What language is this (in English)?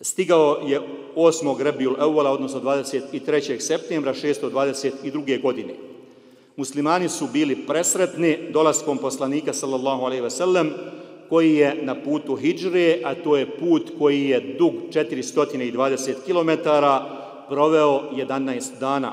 Bosnian